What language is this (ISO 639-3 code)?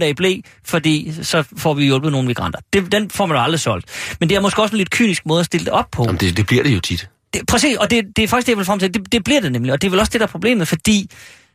dan